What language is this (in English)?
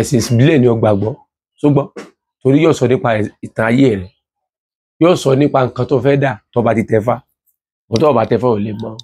Yoruba